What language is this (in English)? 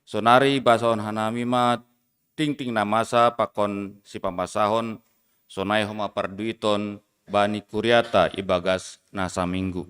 Batak Simalungun